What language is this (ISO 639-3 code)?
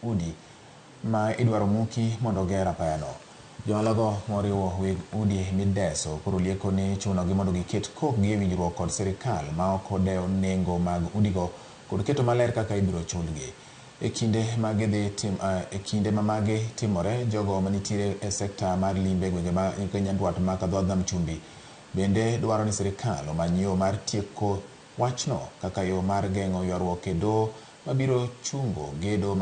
luo